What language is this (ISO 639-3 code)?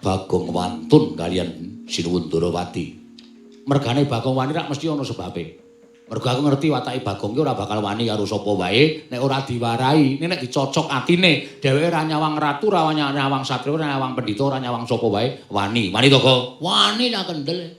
jav